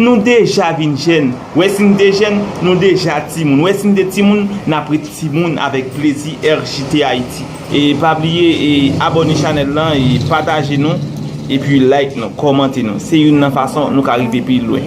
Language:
Haitian Creole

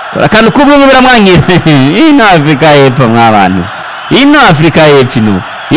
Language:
Rundi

